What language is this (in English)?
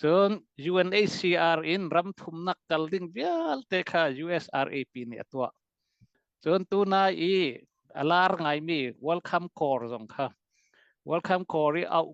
Hakha Chin